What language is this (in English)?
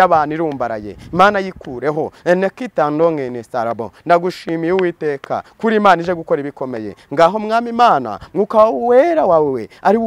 Kinyarwanda